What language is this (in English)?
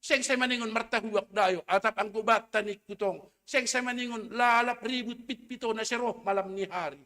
Batak Simalungun